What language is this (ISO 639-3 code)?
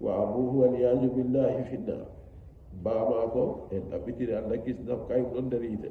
fuv